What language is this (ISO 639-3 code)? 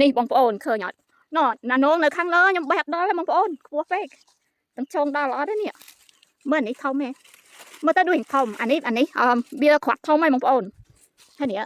khm